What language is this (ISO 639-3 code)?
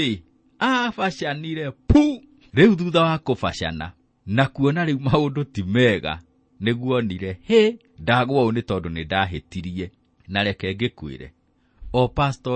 kik